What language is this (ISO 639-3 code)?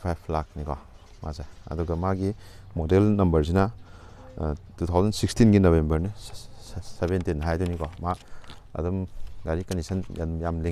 mni